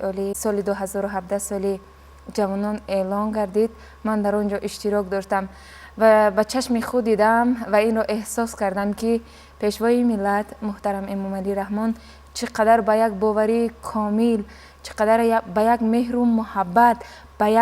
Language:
Tajik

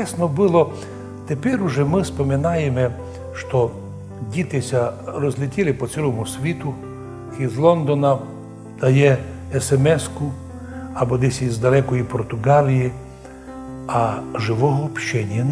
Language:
Rusyn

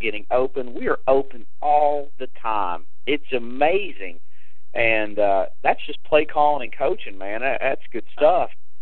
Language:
English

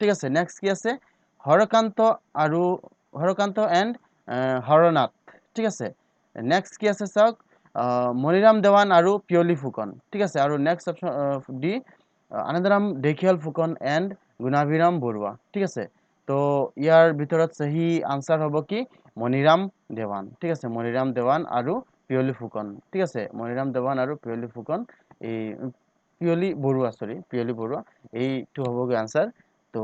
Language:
Assamese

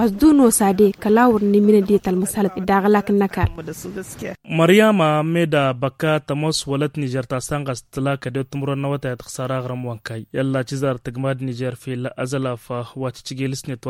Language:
Tamasheq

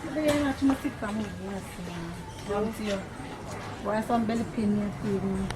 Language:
Jamaican Creole English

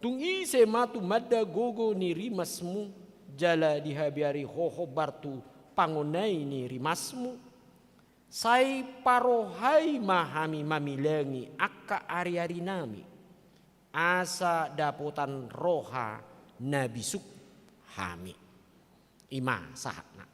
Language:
Batak Toba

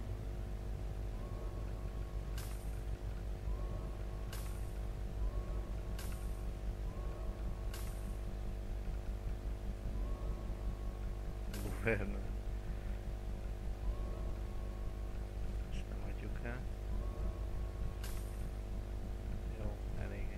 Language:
Hungarian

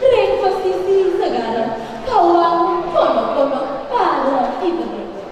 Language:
Balinese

